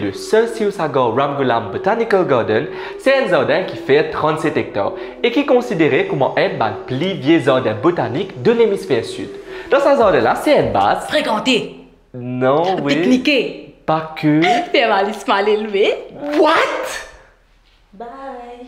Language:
Morisyen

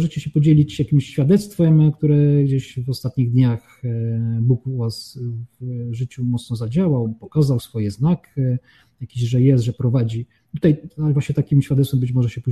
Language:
Polish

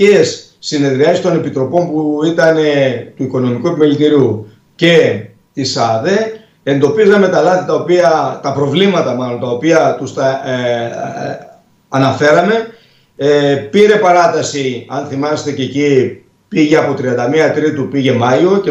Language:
Greek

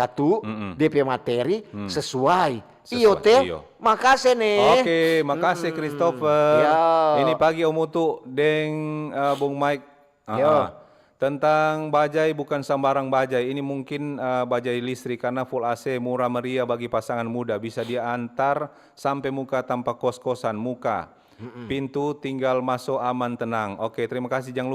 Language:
Manado Malay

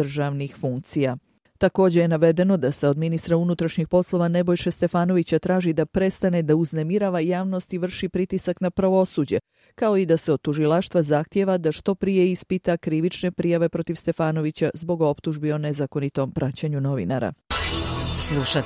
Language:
Bosnian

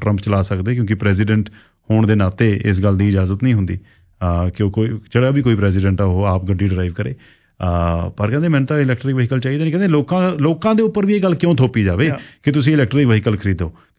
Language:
Punjabi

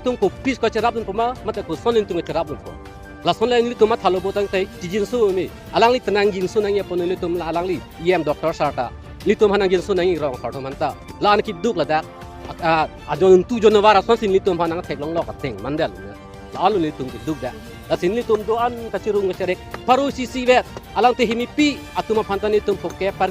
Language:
Karbi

